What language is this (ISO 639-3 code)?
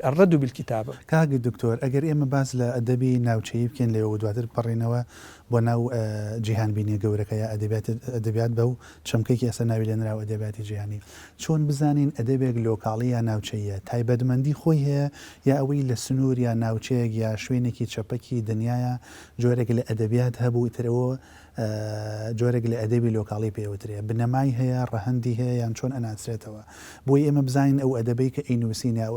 ckb